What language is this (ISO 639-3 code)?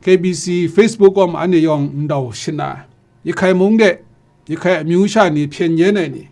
kac